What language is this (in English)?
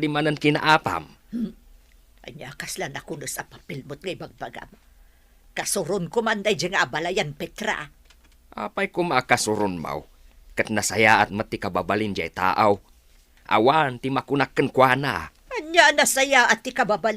Iloko